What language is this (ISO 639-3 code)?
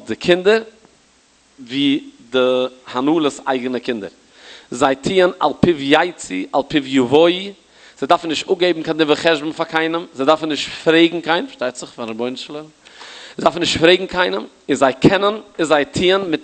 yid